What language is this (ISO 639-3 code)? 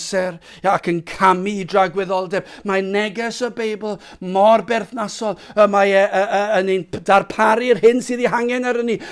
cym